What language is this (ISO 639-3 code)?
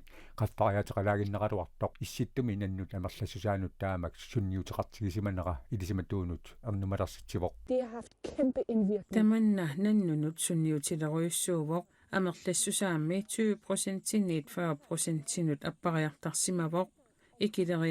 kal